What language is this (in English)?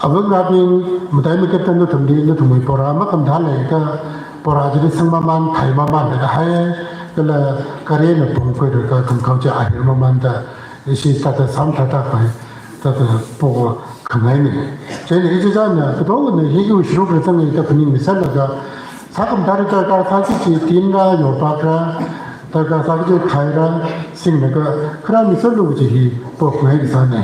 Tangkhul Naga (India)